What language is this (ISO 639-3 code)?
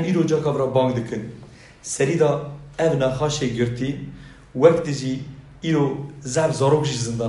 kur